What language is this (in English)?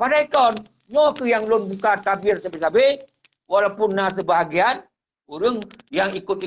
Achinese